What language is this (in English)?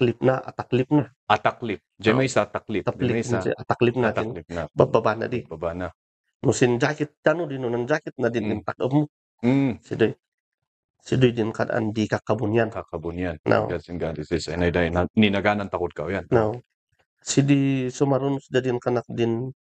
Kankanaey